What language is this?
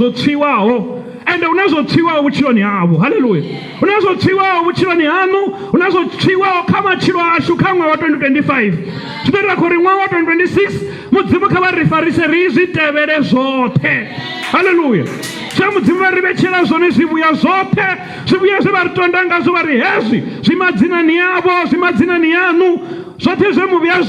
Venda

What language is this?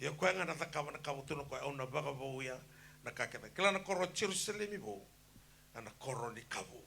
Fijian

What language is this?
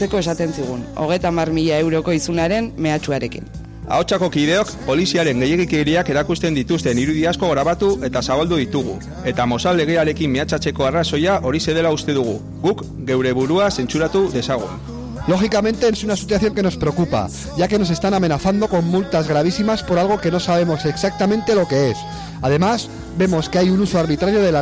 Basque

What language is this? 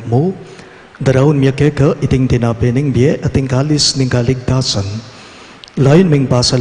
Pampanga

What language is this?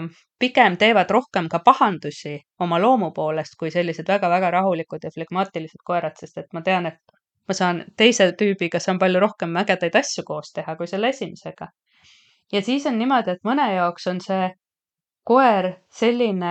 Estonian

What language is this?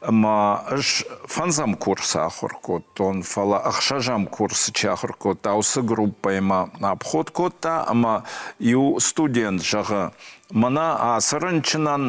Ossetic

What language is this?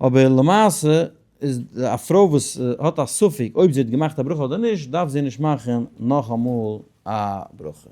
Yiddish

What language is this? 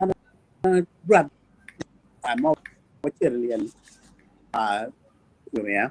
Acoli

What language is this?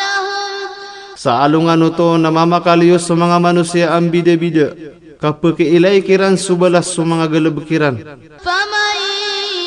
Maranao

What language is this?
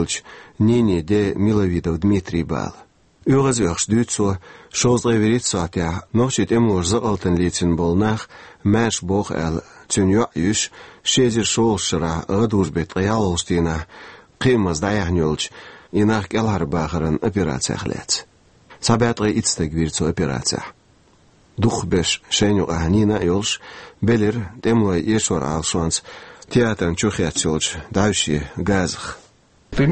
Chechen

